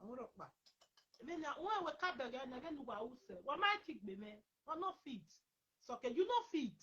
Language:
Nigerian Pidgin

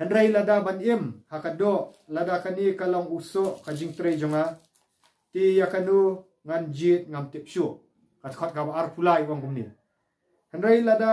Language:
Khasi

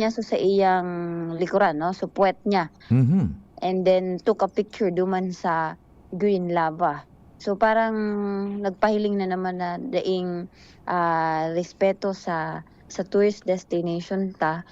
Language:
Bikol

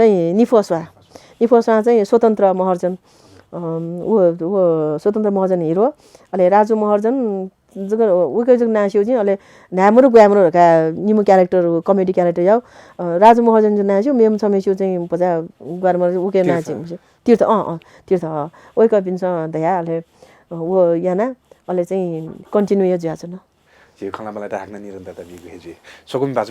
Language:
Newari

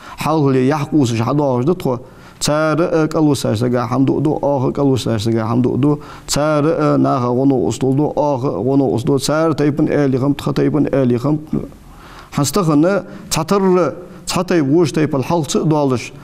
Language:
Ingush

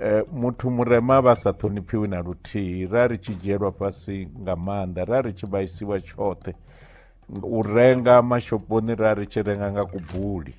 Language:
Venda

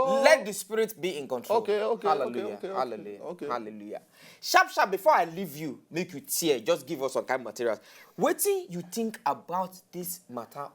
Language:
Nigerian Pidgin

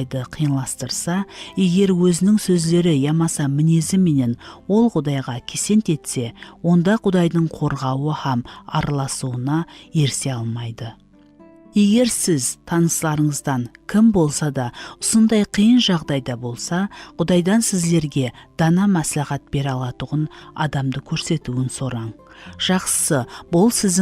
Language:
Kara-Kalpak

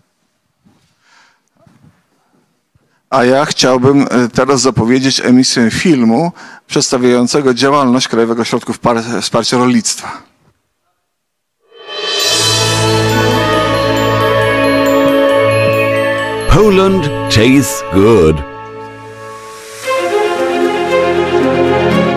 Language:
Polish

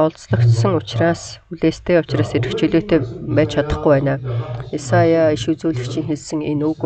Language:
Mongolian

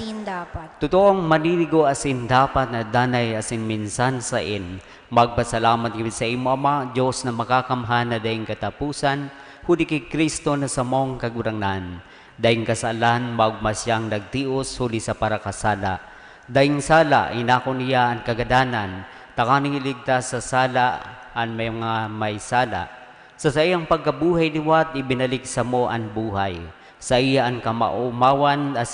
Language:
Bikol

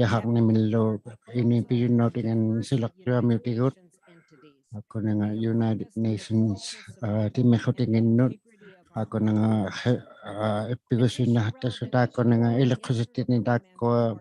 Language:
Inuktitut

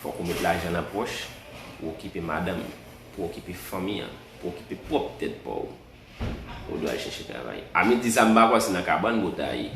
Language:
Haitian Creole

